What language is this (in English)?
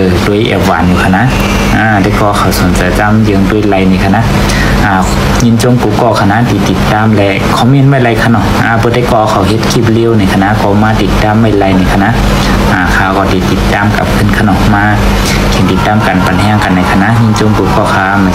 Shan